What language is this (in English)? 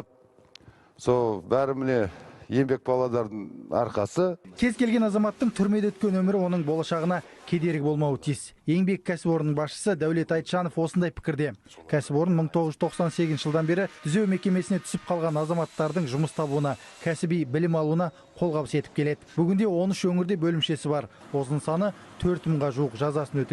Kazakh